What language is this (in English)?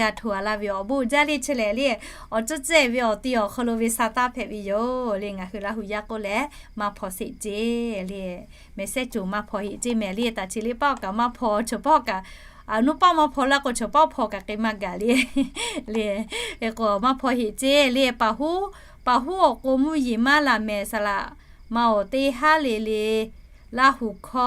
Lahu